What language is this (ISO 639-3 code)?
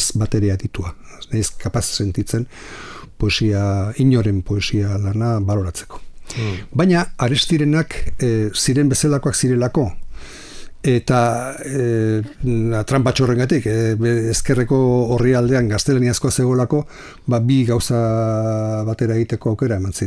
eus